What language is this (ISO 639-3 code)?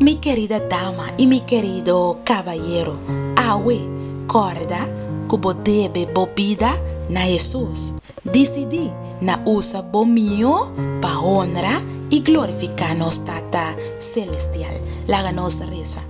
pap